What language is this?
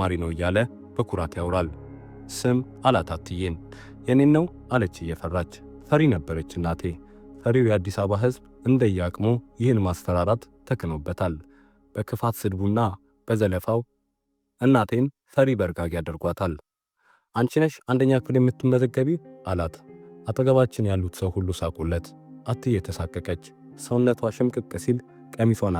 Amharic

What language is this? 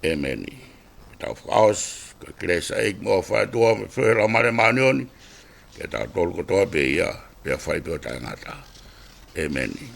Tongan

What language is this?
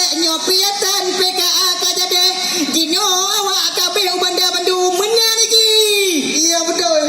Achinese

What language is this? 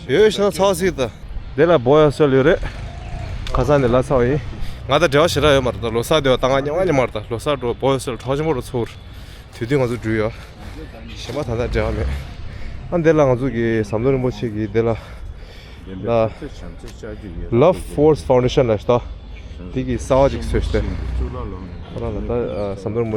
Tibetan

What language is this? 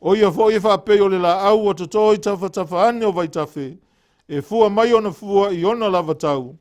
Samoan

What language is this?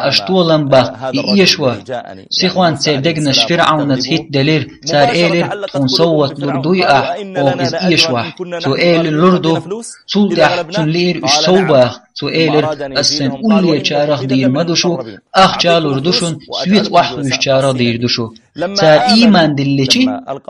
Chechen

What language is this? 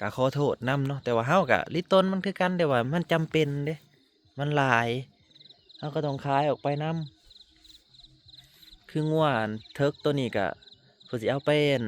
Northeastern Thai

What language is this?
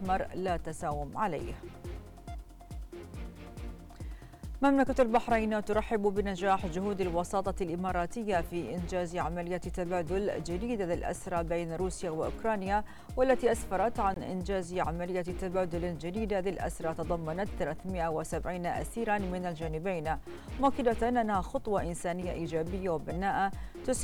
Arabic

